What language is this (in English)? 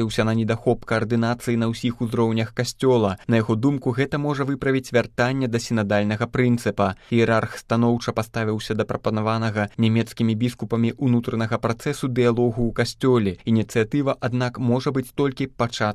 Belarusian